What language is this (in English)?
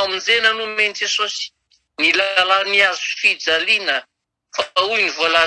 Malagasy